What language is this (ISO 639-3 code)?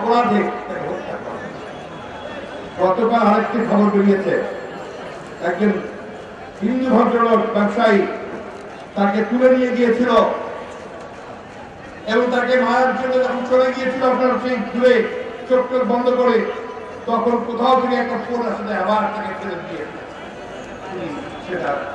ben